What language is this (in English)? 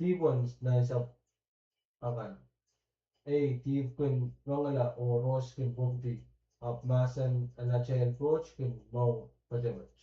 Pohnpeian